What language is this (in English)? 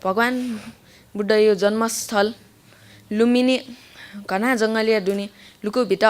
Newari